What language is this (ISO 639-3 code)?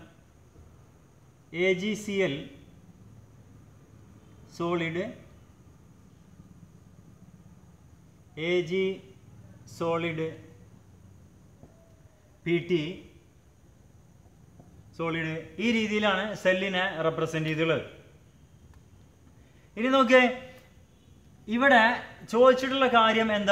mal